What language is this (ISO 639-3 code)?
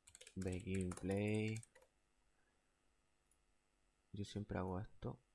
spa